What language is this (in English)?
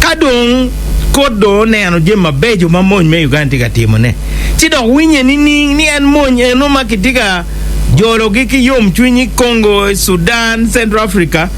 Acoli